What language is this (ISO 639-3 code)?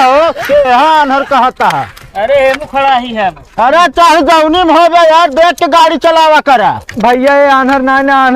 awa